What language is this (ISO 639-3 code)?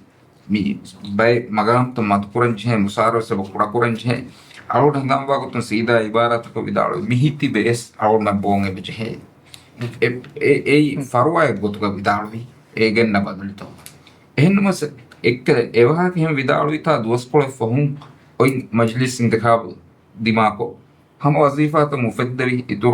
div